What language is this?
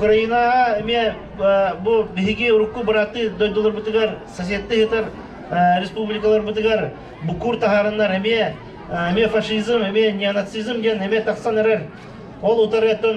Yakut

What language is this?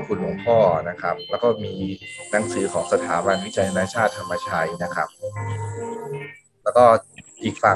Thai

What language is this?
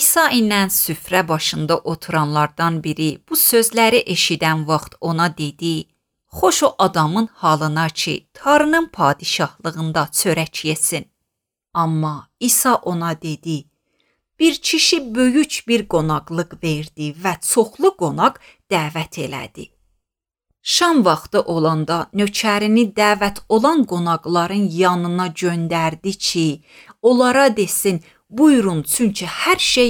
Azerbaijani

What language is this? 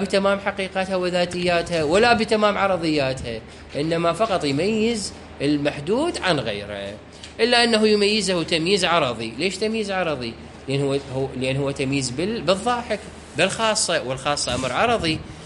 Mesopotamian Arabic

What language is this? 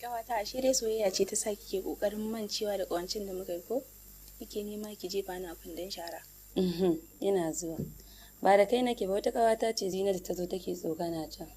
Hausa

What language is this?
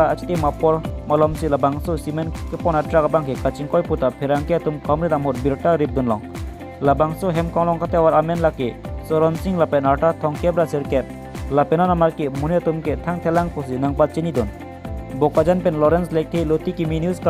Karbi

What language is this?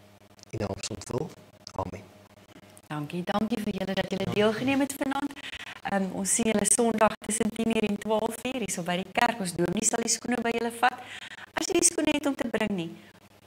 Afrikaans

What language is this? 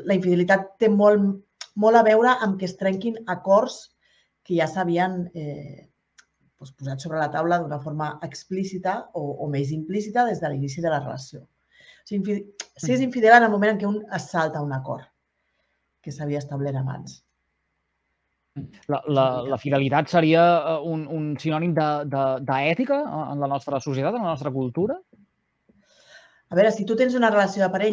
Catalan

